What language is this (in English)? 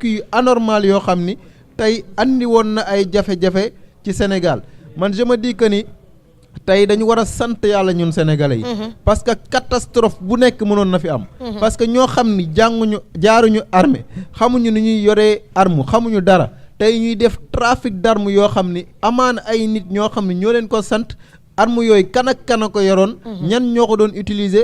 Wolof